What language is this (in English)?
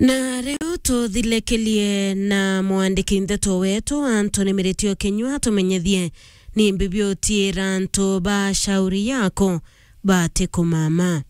Meru